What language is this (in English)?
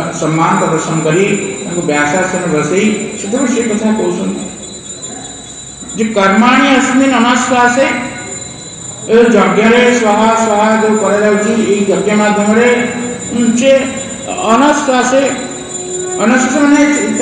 Odia